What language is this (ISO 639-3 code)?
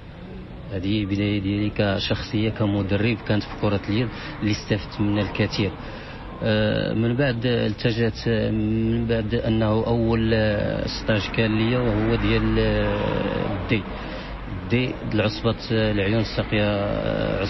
ary